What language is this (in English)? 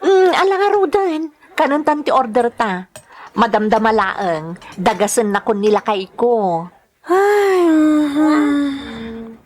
Iloko